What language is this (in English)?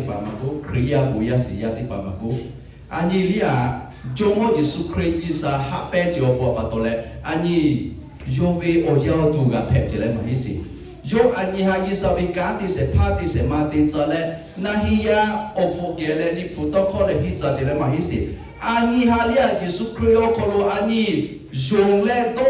Lahu